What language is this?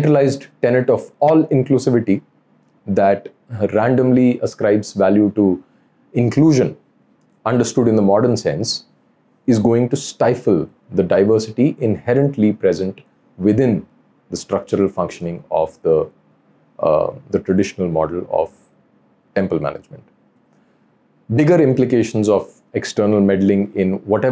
English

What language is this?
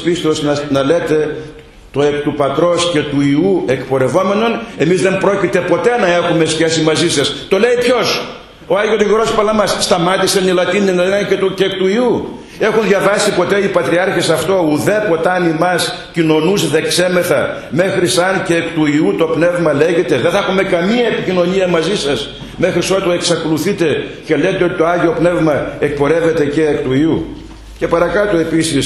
Greek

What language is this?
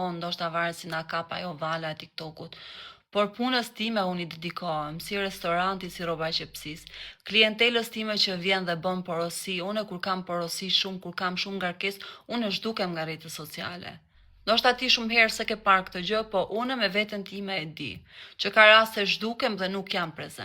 Albanian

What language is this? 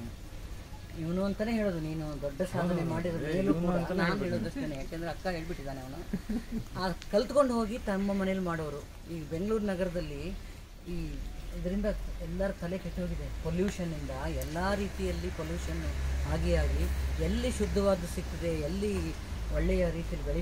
Kannada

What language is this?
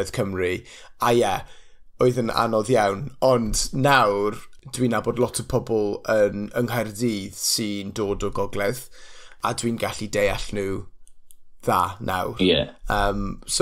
Welsh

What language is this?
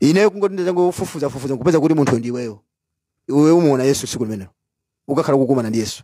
Nyanja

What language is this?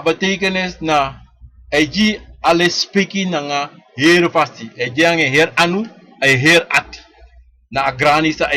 Sranan Tongo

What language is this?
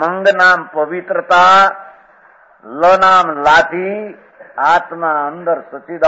Gujarati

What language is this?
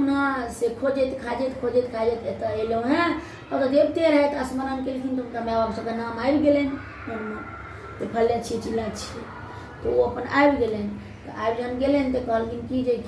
Maithili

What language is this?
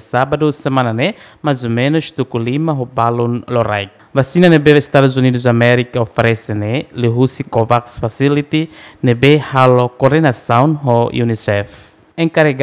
Tetum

